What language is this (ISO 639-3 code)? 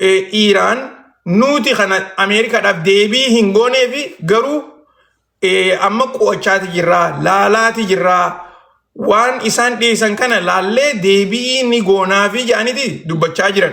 orm